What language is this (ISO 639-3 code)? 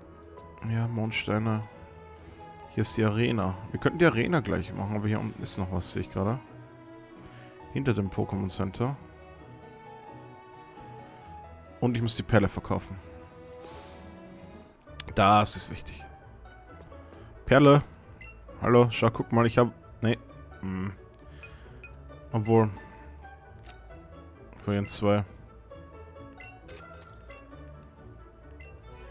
deu